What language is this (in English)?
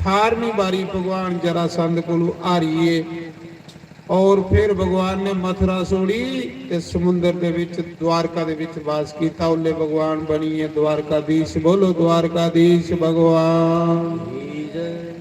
Dogri